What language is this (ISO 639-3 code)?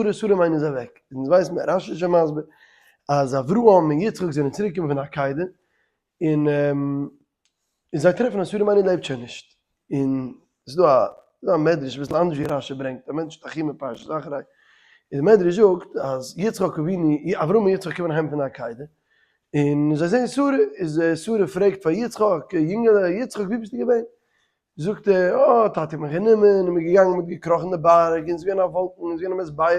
yid